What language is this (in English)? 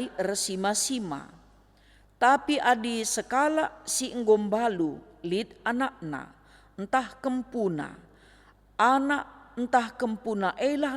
Batak Karo